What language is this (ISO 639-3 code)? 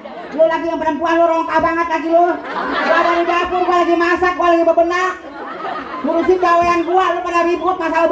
bew